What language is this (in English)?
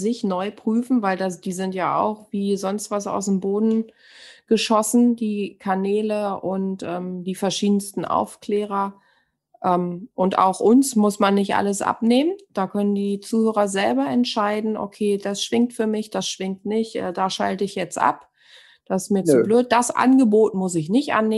German